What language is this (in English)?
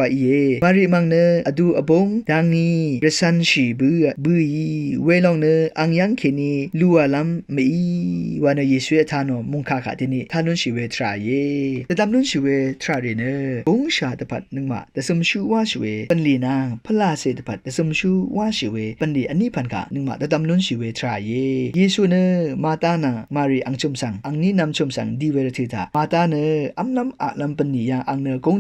Rawang